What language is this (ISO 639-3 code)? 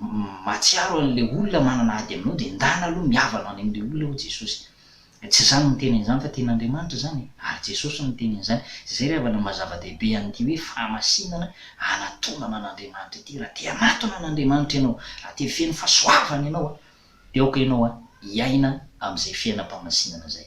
mlg